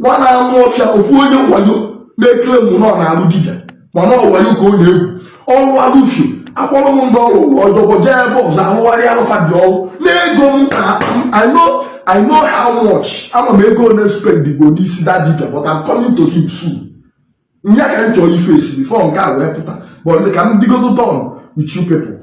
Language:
Igbo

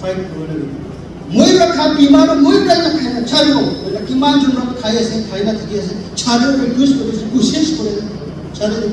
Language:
Naga Pidgin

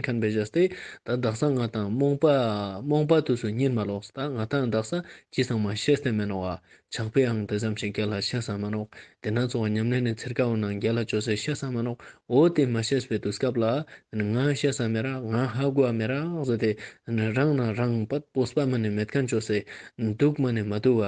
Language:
Ladakhi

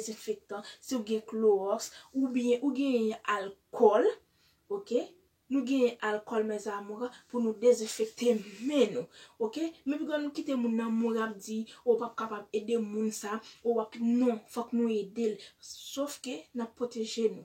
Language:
Haitian Creole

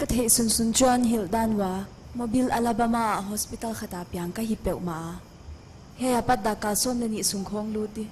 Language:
Paite Chin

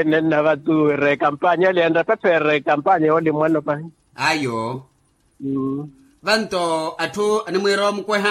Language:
Makhuwa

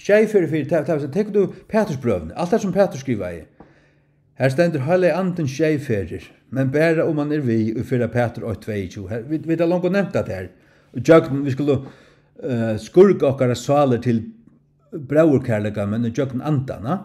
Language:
Faroese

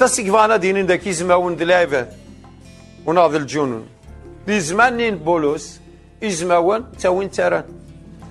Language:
Kabyle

